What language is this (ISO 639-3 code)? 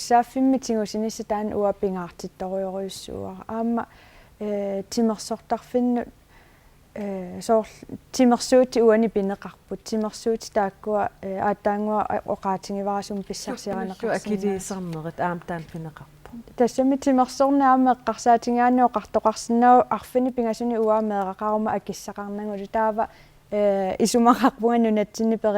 kal